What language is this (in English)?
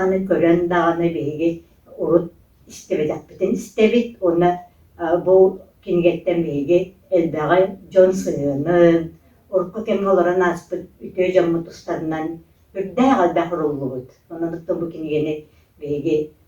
Yakut